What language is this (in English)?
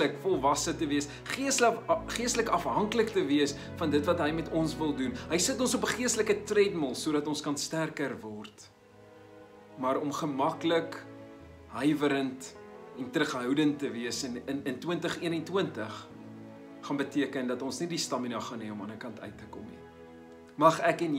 Afrikaans